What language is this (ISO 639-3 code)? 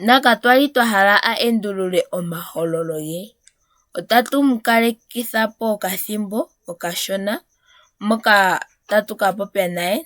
ndo